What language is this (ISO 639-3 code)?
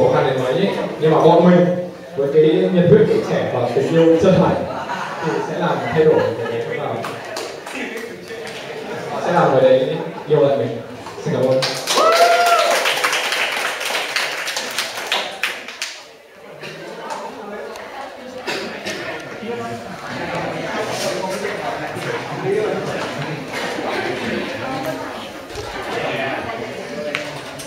vie